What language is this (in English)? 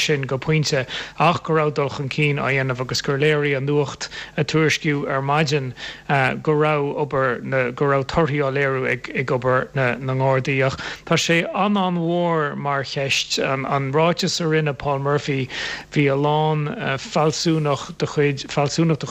Irish